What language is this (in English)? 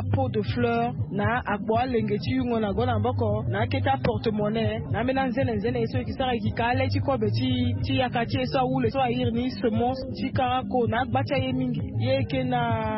Sango